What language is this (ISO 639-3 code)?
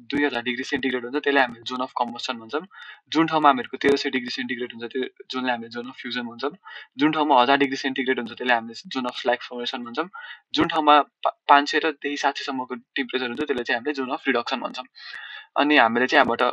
nep